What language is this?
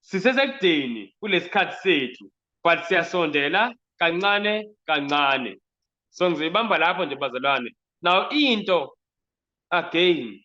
Zulu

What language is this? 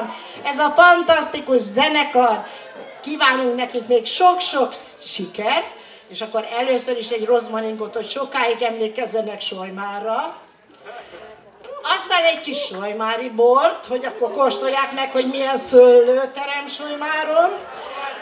Hungarian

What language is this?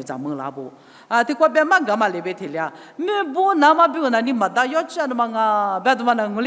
Lisu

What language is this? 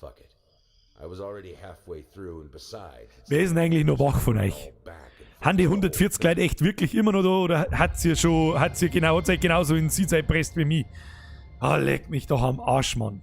Bavarian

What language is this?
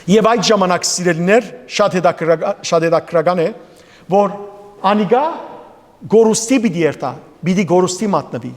Western Armenian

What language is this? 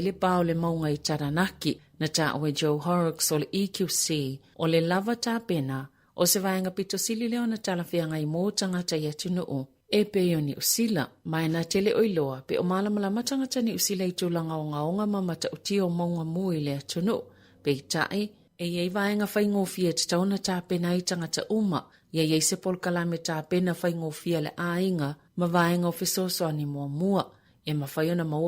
Samoan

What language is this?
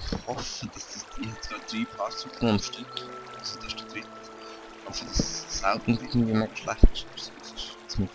Swiss German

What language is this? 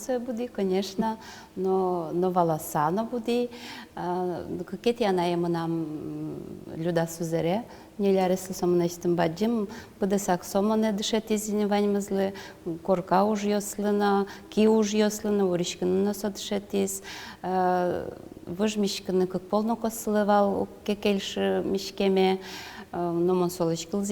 Udmurt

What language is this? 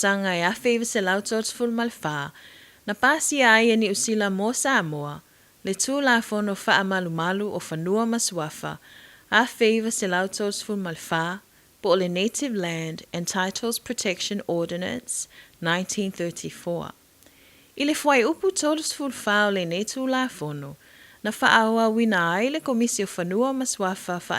Samoan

